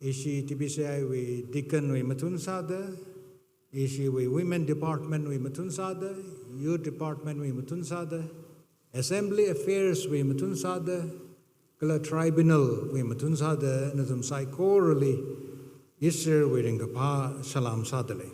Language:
Tangkhul Naga (India)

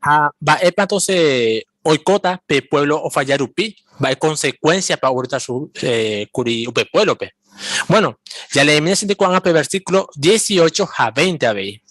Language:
Guarani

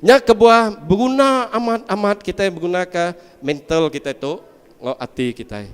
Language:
Iban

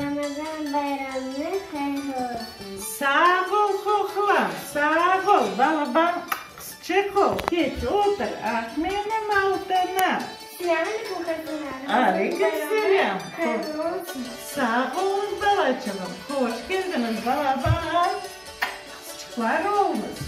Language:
Crimean Tatar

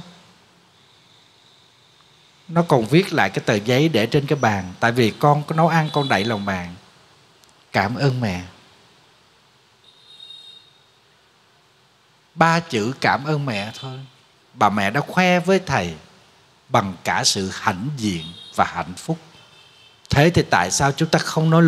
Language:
Vietnamese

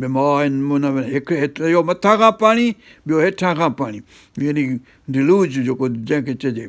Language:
Sindhi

